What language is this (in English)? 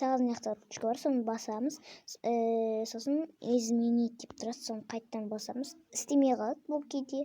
Kazakh